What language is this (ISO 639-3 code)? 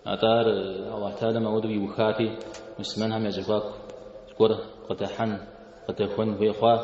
kbd